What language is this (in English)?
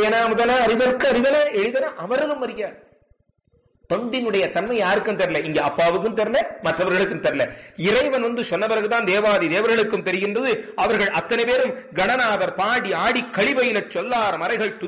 Tamil